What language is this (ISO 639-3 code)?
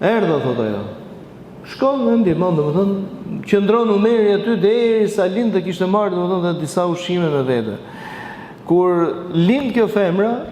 sqi